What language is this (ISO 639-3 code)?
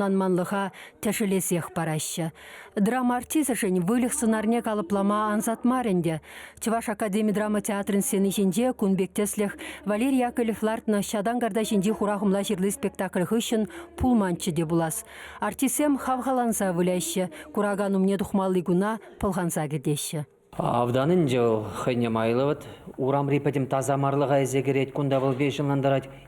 chv